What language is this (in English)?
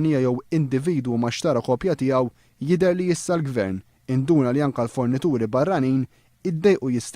Maltese